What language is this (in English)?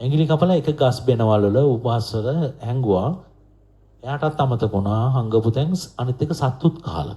Sinhala